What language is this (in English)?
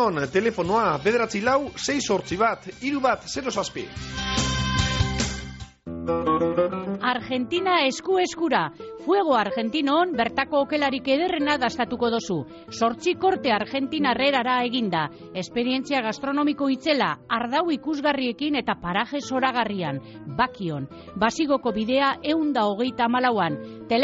Basque